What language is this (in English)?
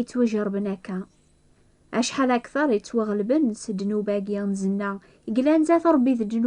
Kabyle